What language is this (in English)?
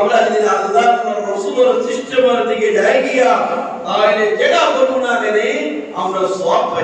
Sylheti